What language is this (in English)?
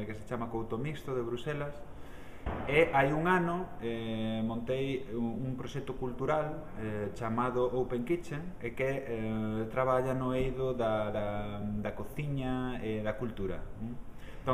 Galician